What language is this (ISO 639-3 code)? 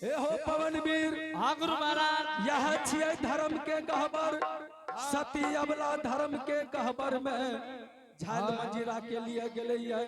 anp